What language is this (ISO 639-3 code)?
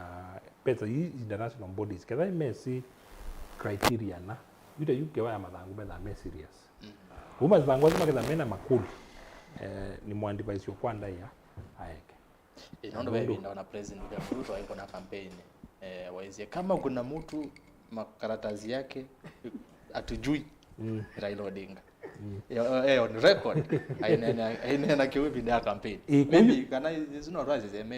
kam